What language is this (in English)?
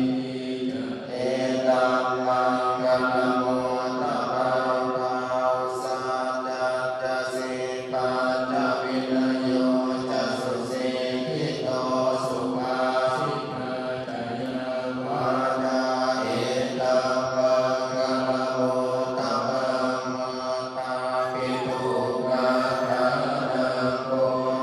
Pali